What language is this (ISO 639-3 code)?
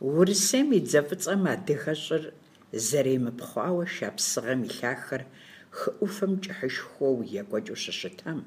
kbd